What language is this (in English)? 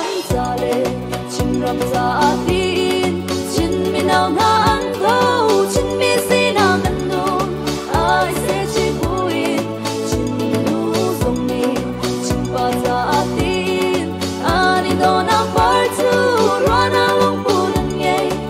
Hakha Chin